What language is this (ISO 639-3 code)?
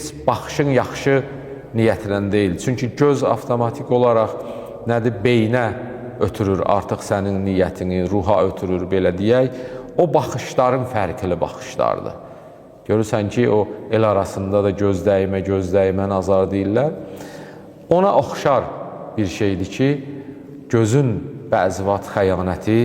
aze